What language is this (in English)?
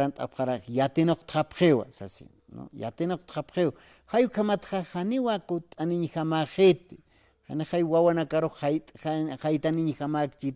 Aymara